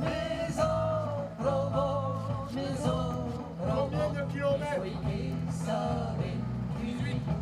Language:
Occitan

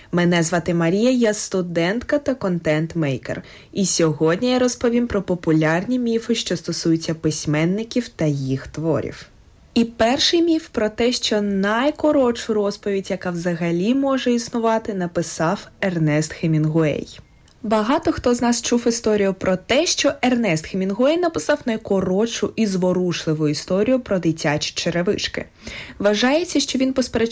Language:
Ukrainian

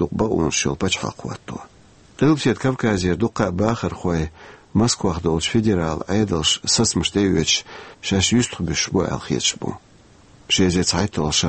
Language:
Chechen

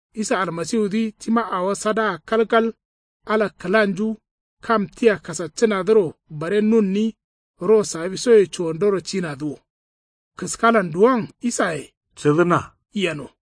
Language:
Kanuri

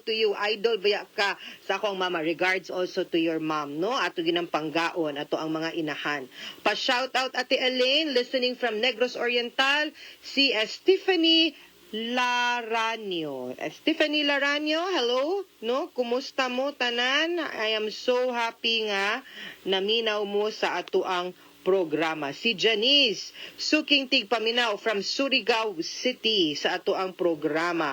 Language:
Cebuano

